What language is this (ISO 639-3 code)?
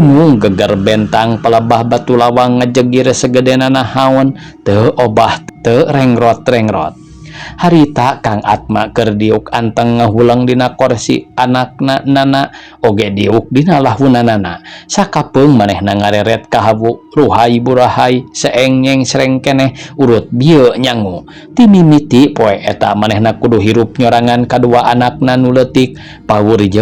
sun